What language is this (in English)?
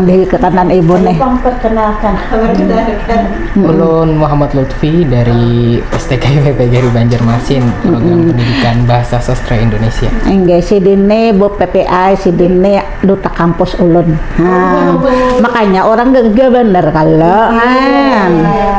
Banjar